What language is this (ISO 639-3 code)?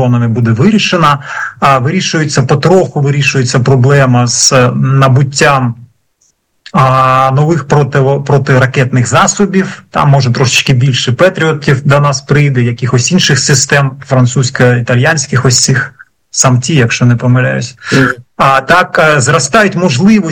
ukr